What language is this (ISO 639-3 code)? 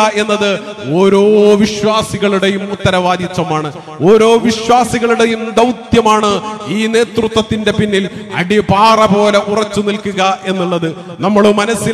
mal